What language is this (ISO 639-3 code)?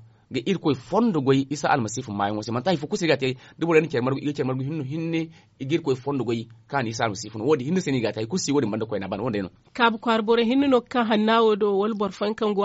dje